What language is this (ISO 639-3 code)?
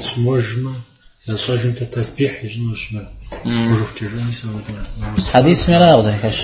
kbd